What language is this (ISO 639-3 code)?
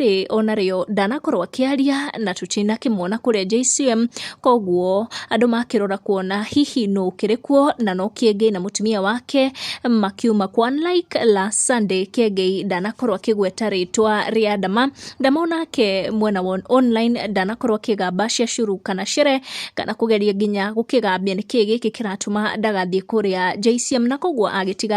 kik